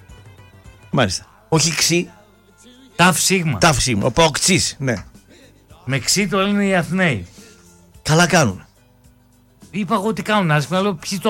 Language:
Greek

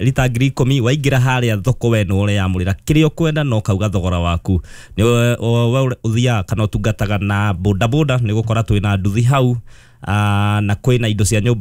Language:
Kikuyu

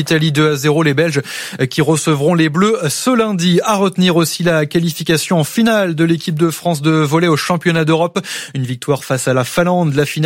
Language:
French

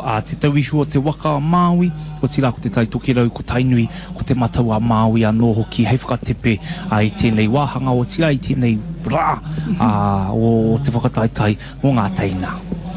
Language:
Māori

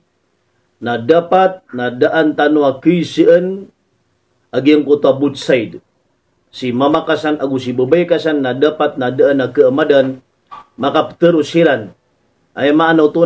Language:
Maranao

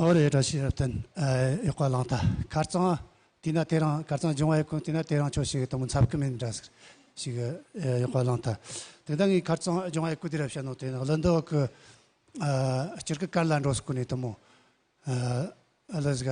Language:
Amdo Tibetan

